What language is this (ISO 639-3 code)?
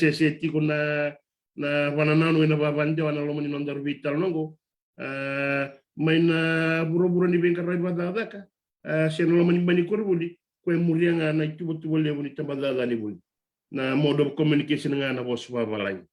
fij